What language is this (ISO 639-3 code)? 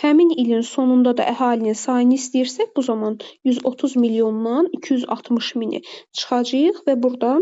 aze